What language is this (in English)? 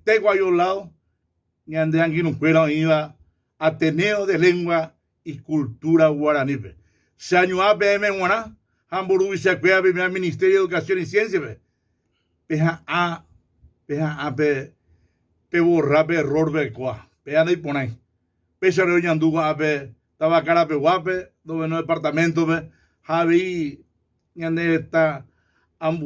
Guarani